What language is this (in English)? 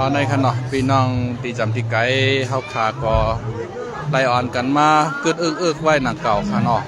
Shan